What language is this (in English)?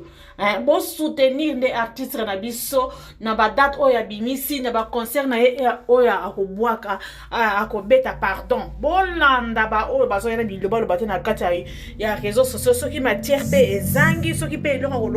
Lingala